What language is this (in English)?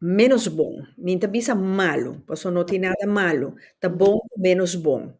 Papiamento